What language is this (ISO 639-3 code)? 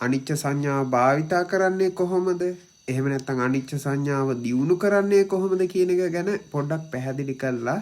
sin